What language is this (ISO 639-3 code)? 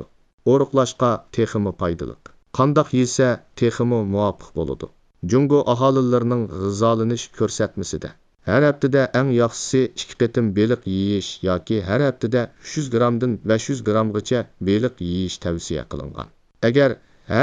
uig